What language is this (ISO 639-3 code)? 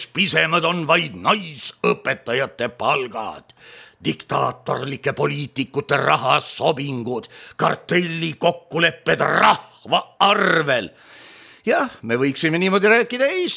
est